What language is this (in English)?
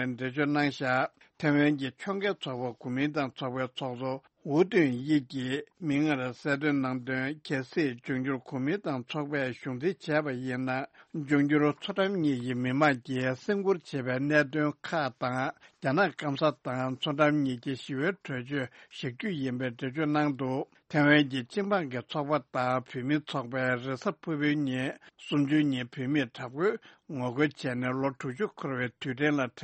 Tibetan